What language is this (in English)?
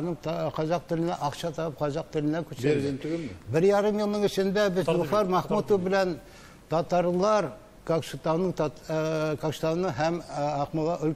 Tatar